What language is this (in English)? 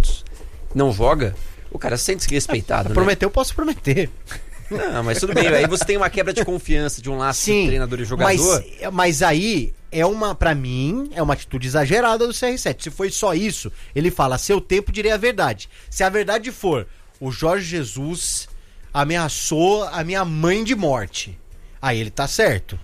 Portuguese